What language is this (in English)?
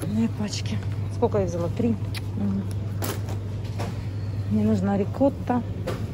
Russian